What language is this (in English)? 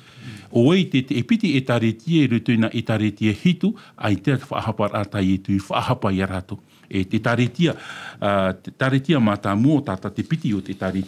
Tahitian